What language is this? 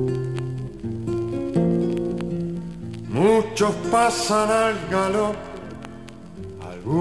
Spanish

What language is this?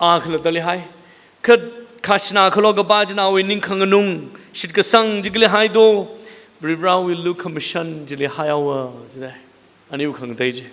Tangkhul Naga (India)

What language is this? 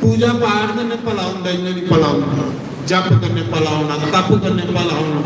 Dogri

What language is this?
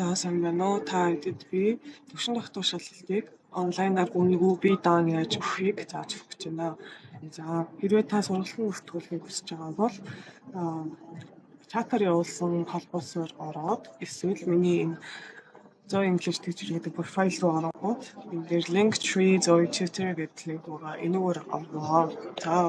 Mongolian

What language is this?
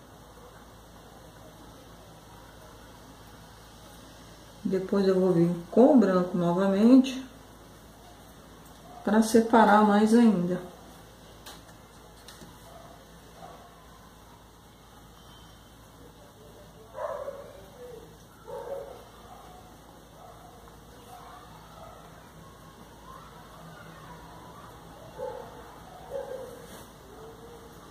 Portuguese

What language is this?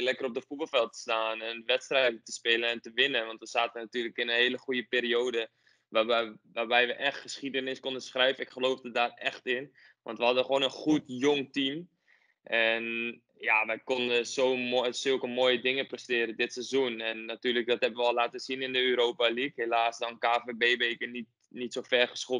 Dutch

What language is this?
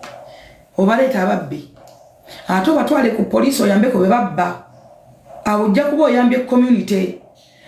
Ganda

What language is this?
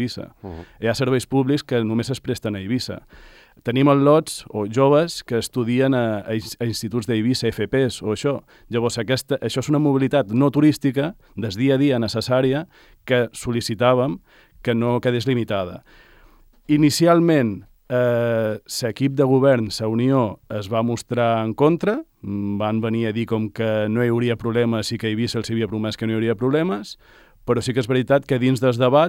Catalan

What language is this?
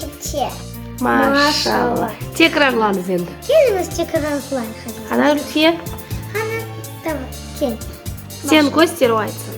Crimean Tatar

